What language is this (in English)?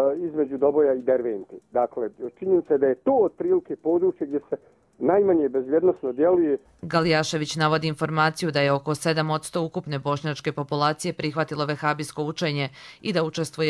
Bosnian